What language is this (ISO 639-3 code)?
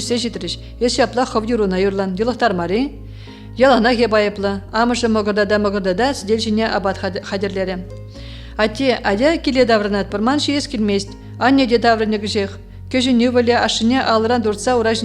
chv